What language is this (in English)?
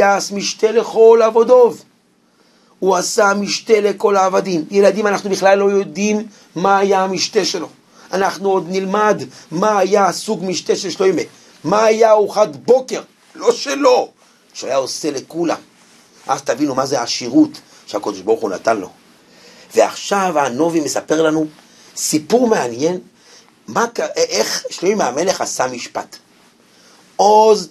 Hebrew